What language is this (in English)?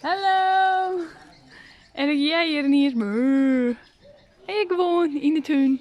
Western Frisian